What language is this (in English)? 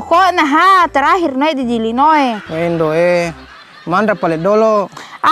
Buginese